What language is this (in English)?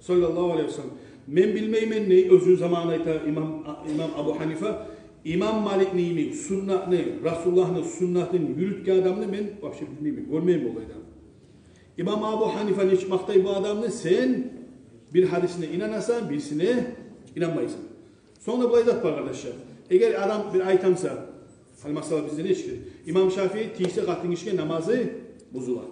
Kumyk